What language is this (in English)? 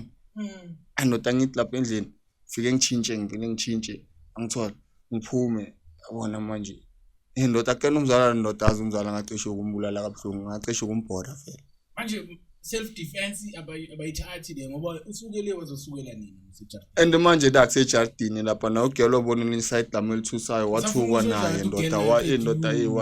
Zulu